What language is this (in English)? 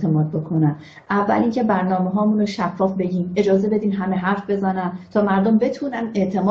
Persian